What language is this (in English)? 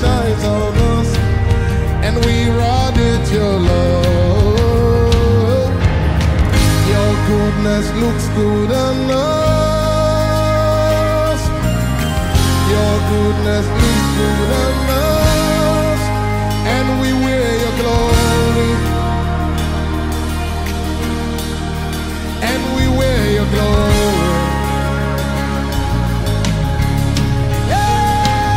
English